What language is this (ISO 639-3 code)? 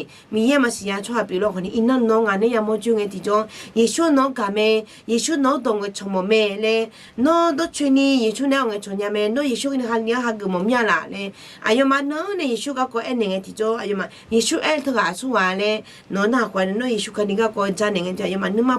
ahk